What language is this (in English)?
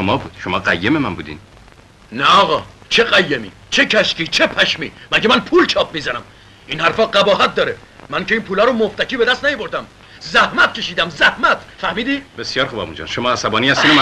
Persian